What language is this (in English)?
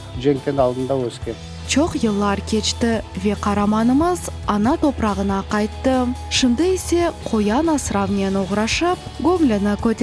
Crimean Tatar